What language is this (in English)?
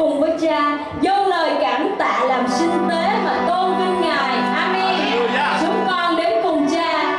Vietnamese